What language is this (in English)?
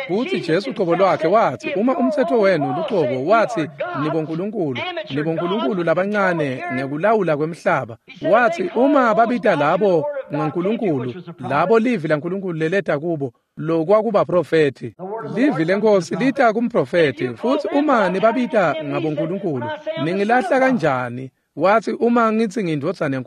Swati